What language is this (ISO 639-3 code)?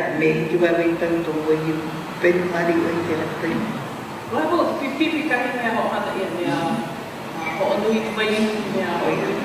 haw